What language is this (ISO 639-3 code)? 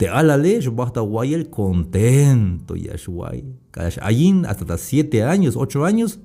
tzh